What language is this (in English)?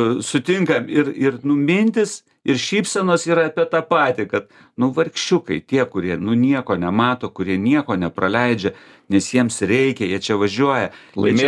Lithuanian